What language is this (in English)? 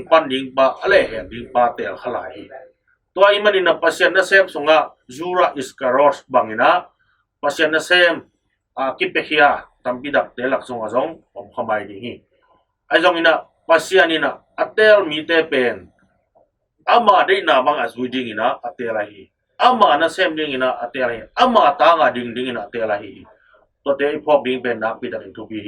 Tedim Chin